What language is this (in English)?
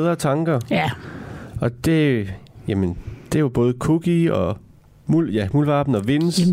Danish